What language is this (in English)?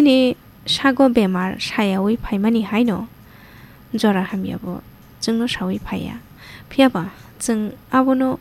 Kok Borok